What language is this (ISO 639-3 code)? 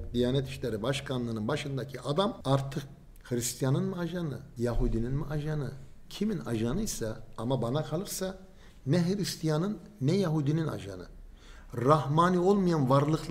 tur